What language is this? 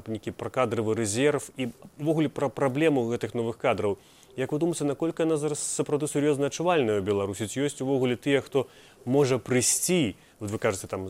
Belarusian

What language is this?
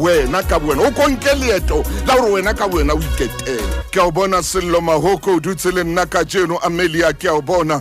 Southern Sotho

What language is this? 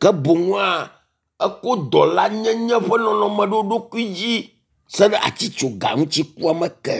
Ewe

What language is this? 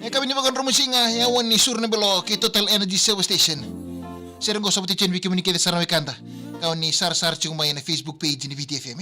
Fijian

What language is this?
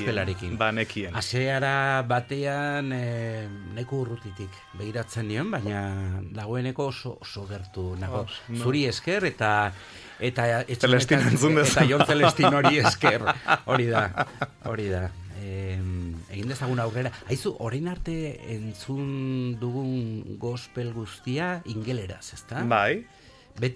Basque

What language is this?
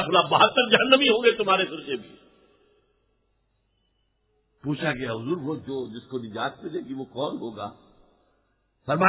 Urdu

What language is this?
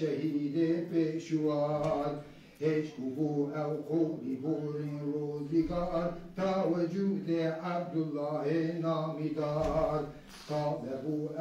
Kurdish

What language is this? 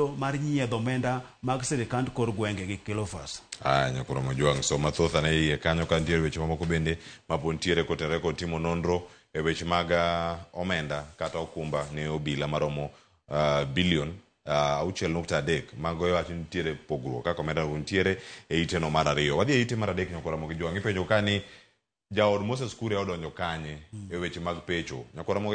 Luo (Kenya and Tanzania)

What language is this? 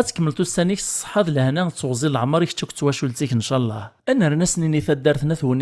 Kabyle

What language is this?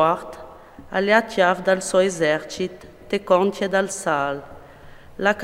Friulian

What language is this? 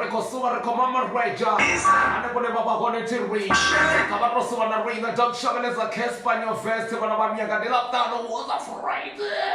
Venda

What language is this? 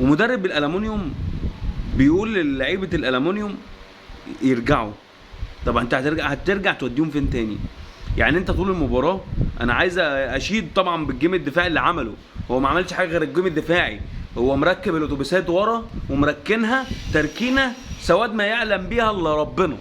Egyptian Arabic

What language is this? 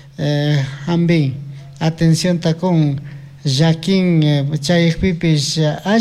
Chimborazo Highland Quichua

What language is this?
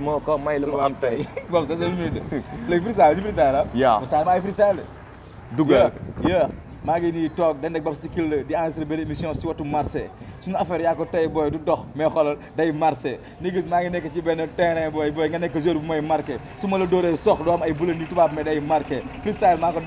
Wolof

